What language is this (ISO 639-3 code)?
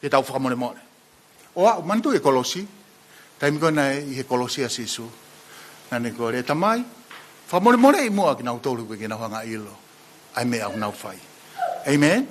ton